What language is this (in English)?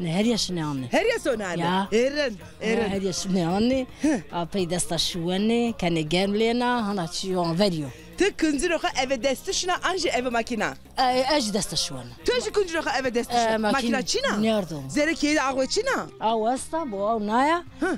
Zaza